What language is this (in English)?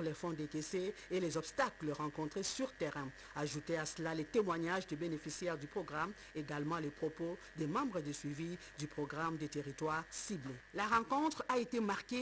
French